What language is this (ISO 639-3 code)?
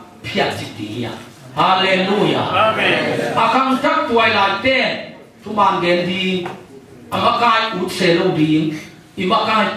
ctd